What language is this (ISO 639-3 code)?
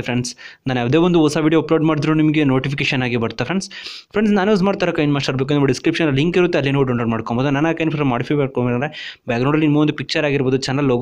kan